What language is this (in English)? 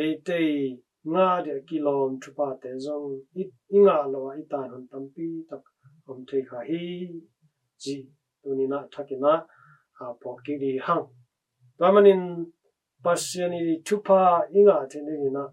Tedim Chin